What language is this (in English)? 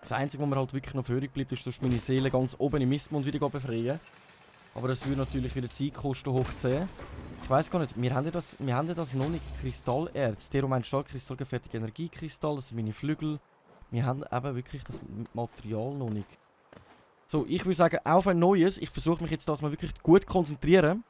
Swiss German